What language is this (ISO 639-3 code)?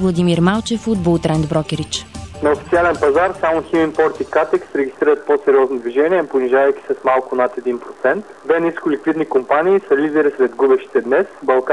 bul